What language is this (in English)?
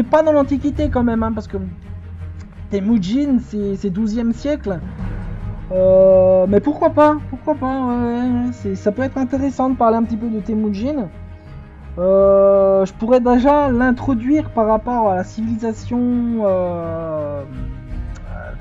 French